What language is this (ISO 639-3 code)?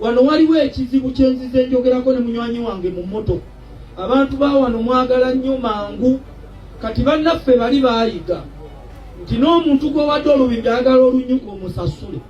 lug